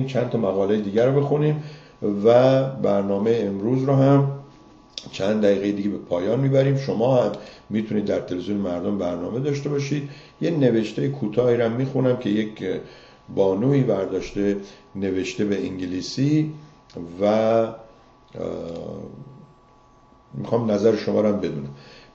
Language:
Persian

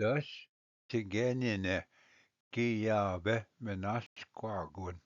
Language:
Ojibwa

